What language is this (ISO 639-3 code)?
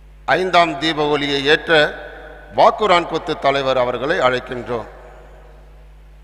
tam